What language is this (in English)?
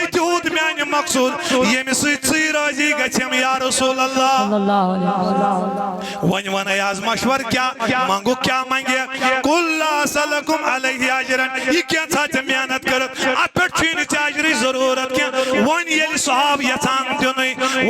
Kashmiri